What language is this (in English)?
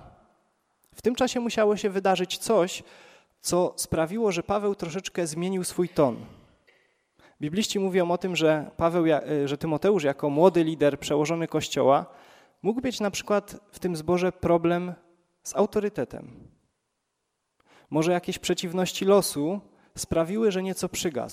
Polish